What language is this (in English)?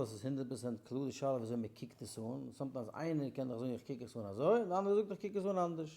Yiddish